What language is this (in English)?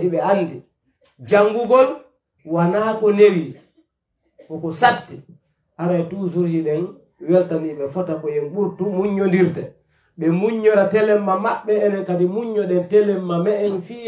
Pular